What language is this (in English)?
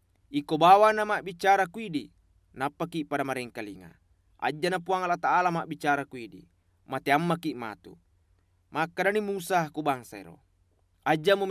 Buginese